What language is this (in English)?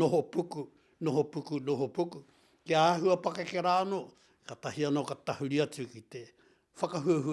Māori